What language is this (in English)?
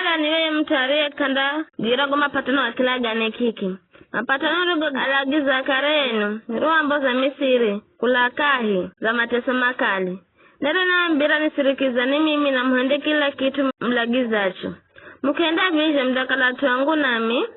Giryama